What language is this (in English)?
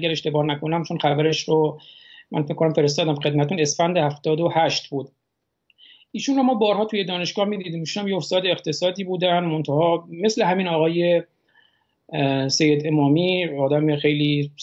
Persian